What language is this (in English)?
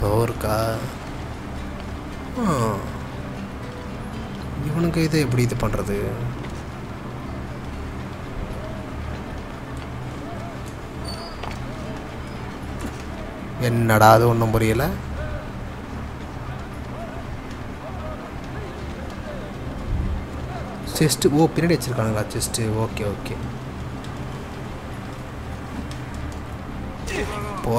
Tamil